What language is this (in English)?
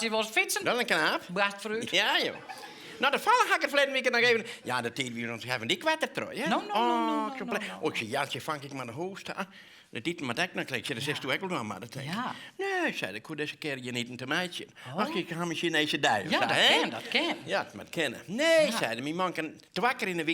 Western Frisian